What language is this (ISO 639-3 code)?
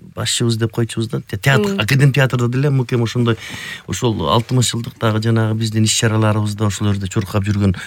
kir